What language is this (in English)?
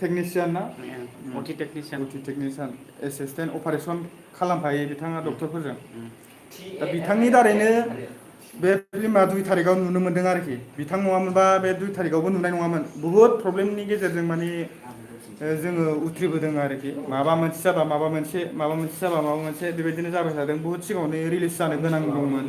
Bodo